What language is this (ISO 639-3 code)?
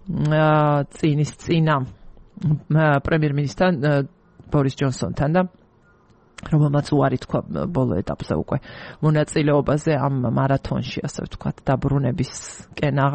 kat